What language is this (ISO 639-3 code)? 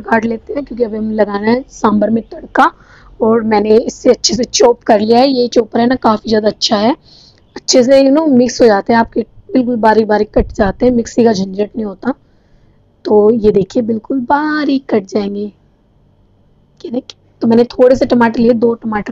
hin